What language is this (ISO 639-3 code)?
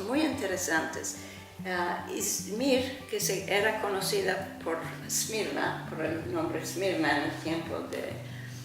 lad